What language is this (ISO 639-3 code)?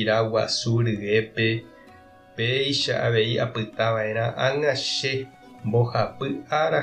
grn